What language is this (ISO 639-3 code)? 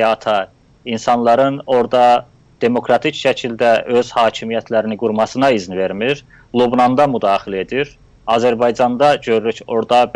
azb